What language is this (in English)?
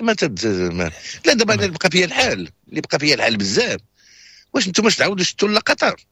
Moroccan Arabic